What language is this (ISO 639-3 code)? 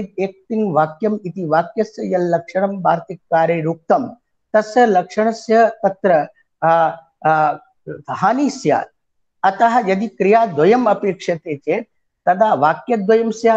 san